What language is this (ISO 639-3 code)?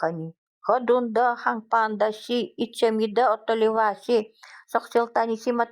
gld